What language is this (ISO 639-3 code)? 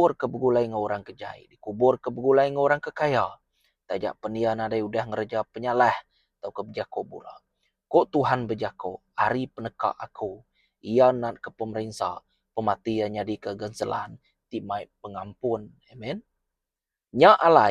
iba